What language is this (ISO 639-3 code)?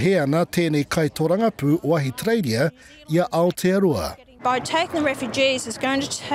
mri